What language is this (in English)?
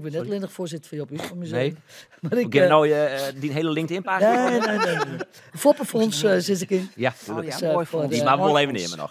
Western Frisian